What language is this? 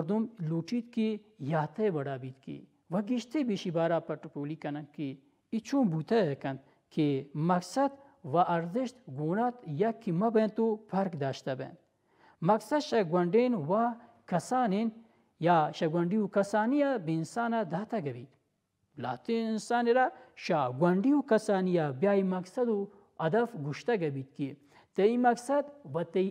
Baluchi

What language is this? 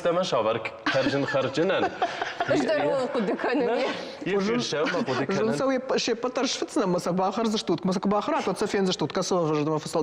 Ossetic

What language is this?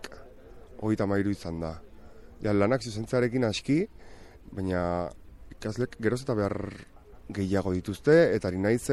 Basque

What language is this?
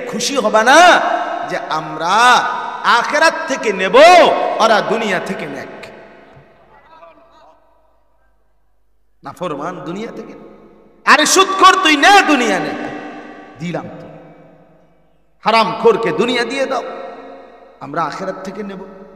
Bangla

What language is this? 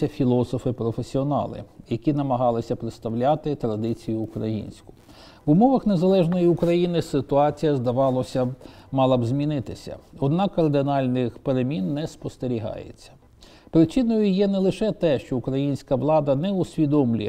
Ukrainian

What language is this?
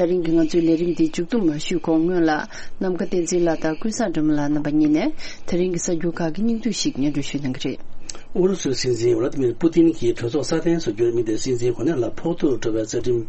Tibetan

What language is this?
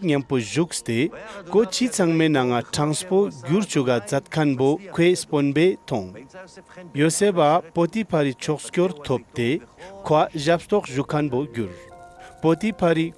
Ladakhi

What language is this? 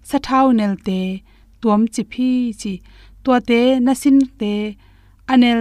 Tedim Chin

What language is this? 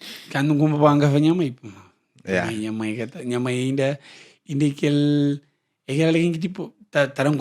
Kabuverdianu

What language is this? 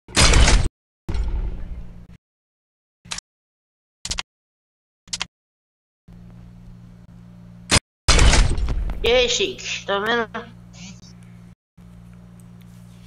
Portuguese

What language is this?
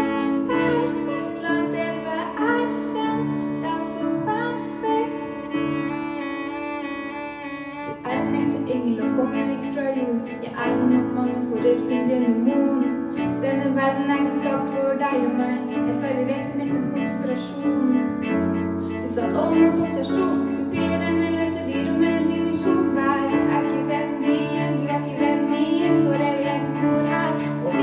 Norwegian Bokmål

